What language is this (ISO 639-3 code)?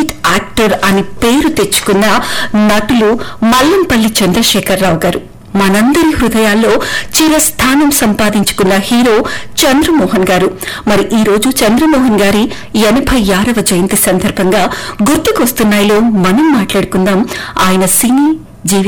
tel